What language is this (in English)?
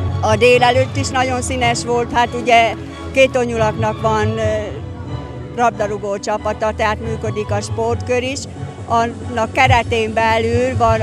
Hungarian